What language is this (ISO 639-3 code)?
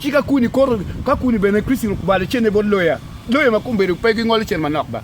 ach